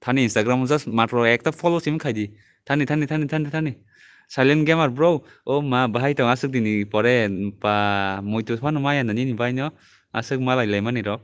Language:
Kok Borok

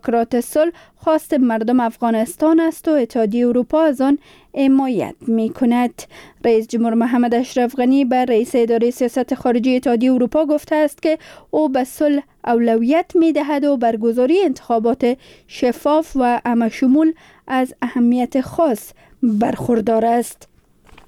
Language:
Persian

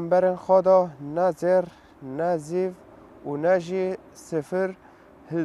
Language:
Kurdish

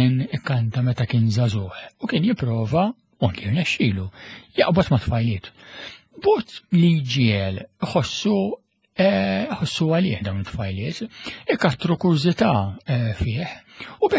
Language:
Maltese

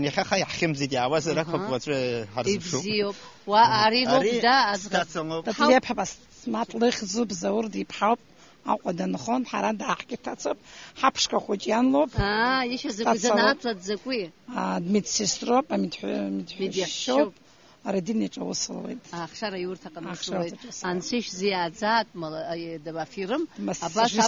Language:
Abkhazian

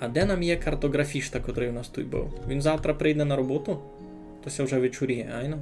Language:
Rusyn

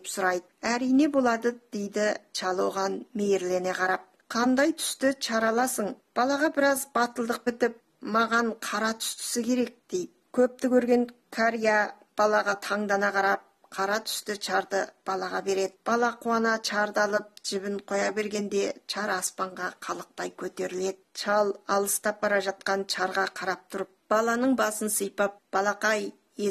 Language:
Kazakh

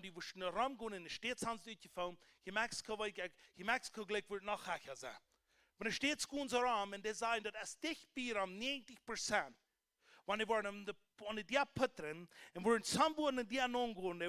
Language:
Plautdietsch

